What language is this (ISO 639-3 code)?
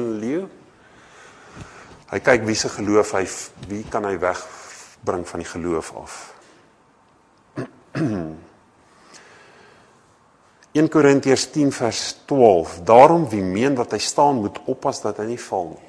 afr